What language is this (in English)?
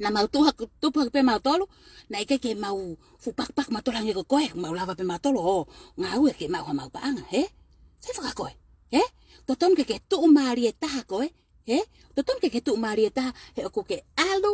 Tongan